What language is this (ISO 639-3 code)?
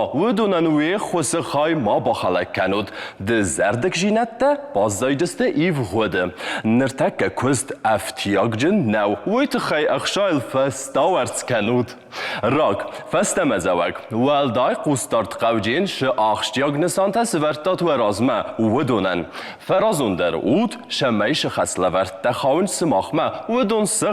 oss